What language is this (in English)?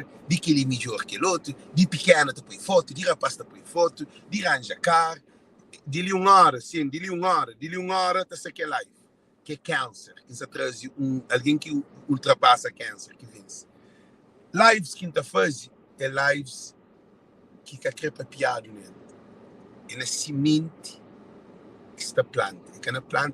Kabuverdianu